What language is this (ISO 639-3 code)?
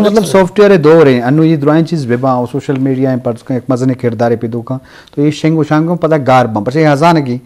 bgp